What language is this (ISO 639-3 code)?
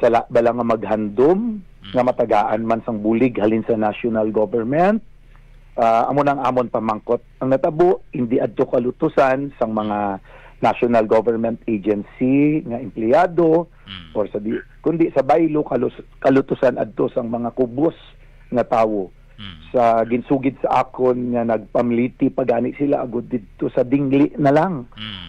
hil